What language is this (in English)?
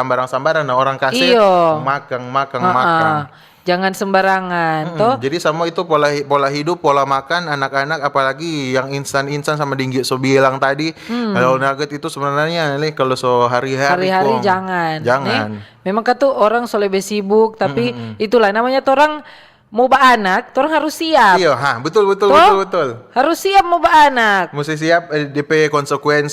Manado Malay